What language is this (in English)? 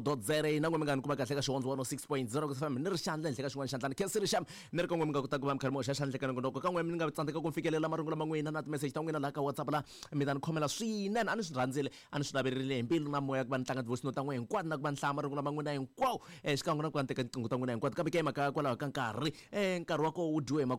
Tsonga